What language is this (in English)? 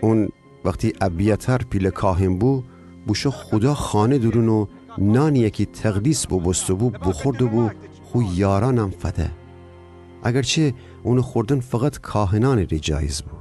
Gilaki